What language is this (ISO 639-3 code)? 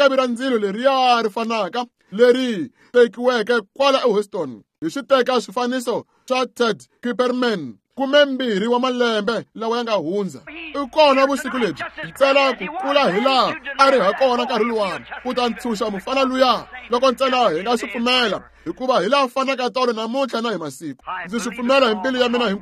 tso